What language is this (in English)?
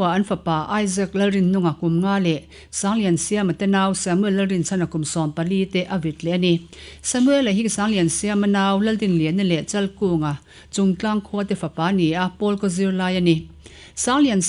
Mizo